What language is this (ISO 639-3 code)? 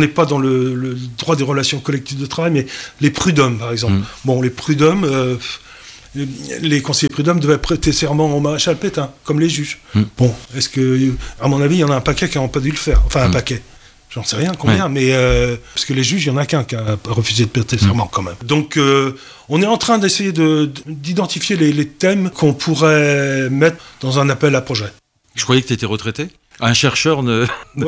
fra